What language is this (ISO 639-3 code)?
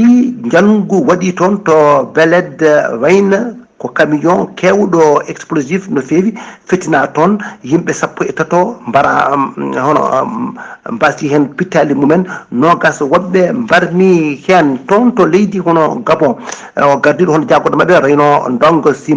ful